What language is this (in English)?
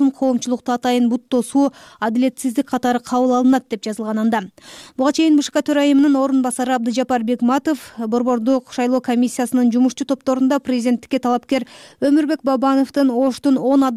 Kyrgyz